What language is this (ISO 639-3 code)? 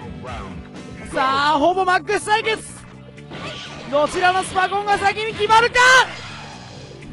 jpn